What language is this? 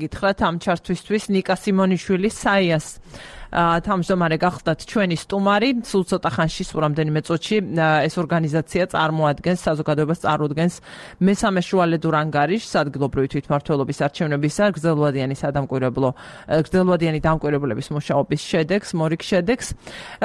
Georgian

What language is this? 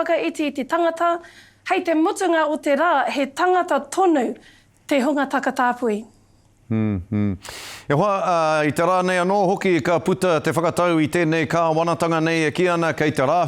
Māori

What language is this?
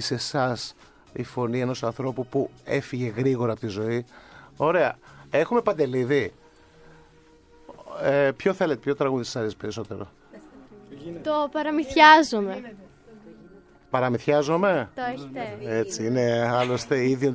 Greek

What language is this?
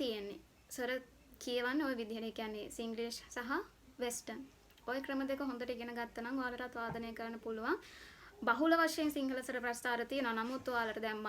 Sinhala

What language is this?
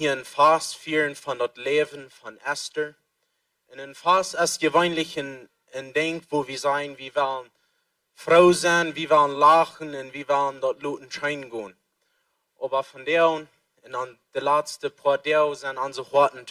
Plautdietsch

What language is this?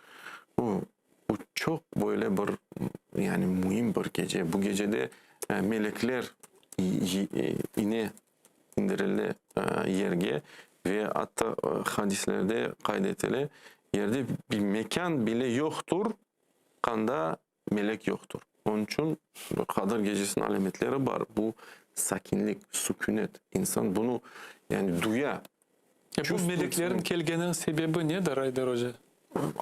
Crimean Tatar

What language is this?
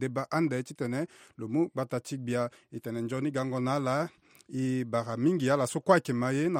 Sango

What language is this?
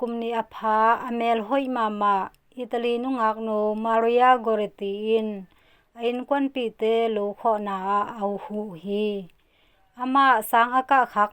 Tedim Chin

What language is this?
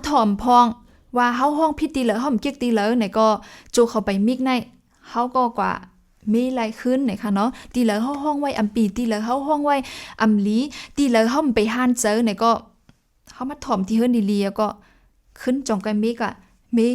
Shan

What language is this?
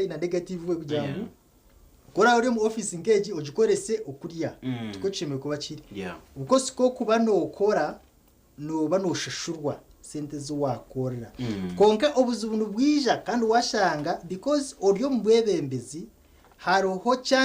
Nyankole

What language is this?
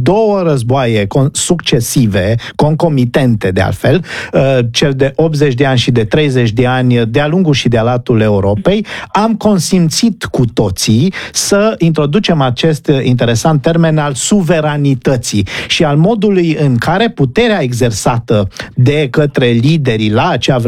Romanian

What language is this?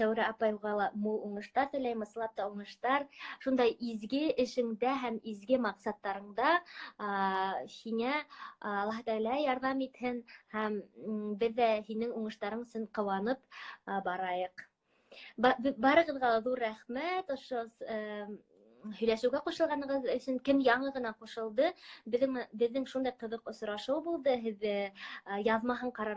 Bashkir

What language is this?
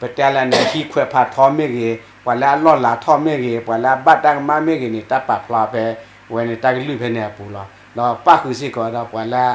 S'gaw Karen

